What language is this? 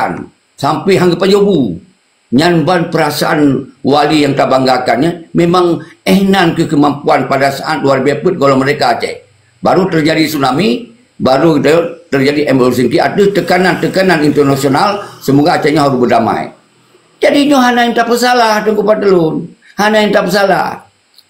Achinese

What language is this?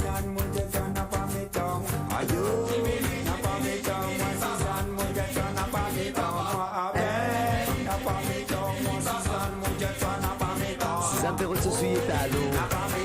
Morisyen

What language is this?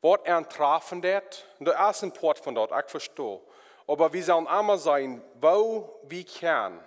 Plautdietsch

